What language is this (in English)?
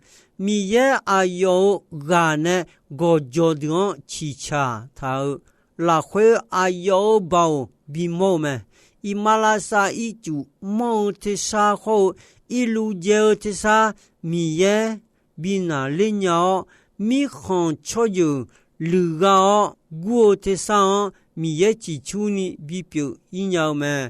Akha